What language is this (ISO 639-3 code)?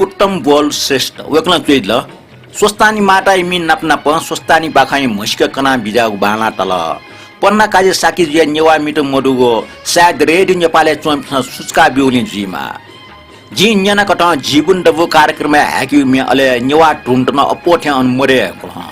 new